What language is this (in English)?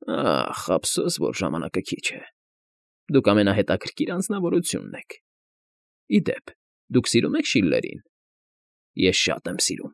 Armenian